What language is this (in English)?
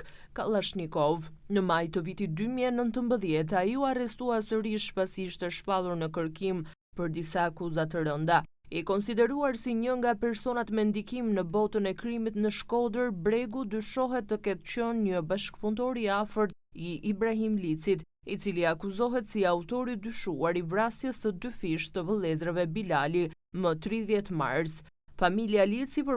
Albanian